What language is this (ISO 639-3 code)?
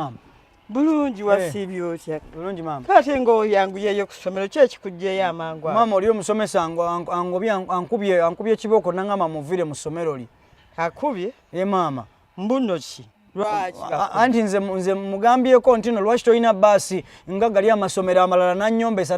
lug